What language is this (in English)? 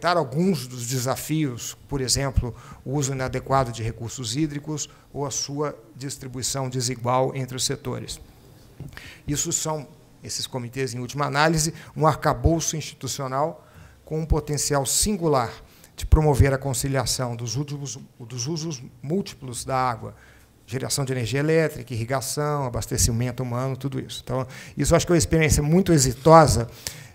Portuguese